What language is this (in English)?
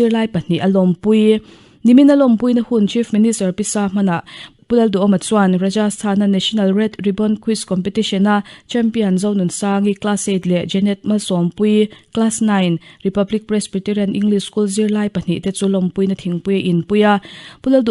Mizo